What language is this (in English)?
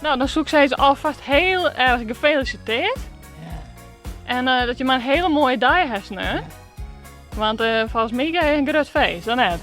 Western Frisian